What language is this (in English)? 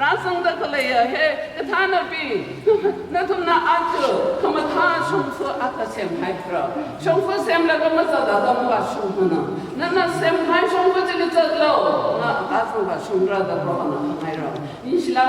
Tangkhul Naga (India)